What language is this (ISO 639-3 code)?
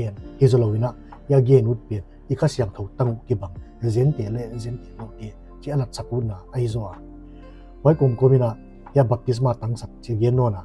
pck